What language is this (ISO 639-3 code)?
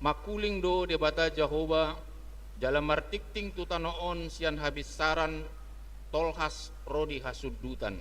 bbc